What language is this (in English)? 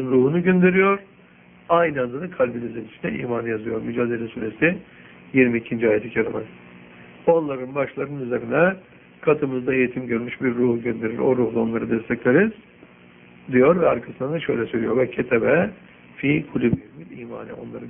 Turkish